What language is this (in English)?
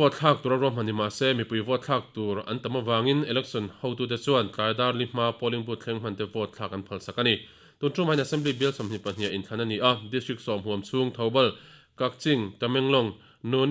Mizo